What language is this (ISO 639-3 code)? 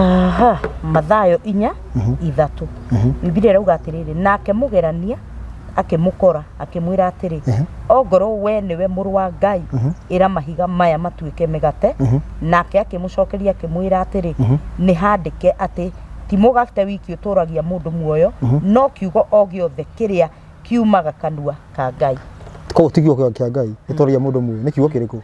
kik